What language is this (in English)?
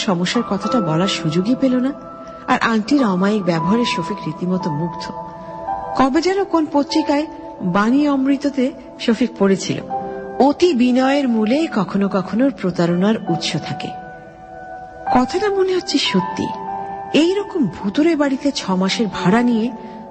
Bangla